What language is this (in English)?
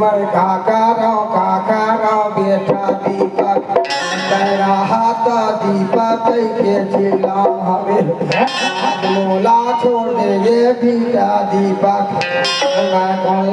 Chhattisgarhi